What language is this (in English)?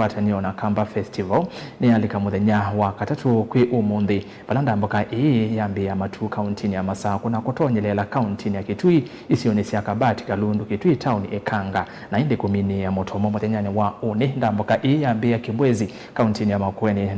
Kamba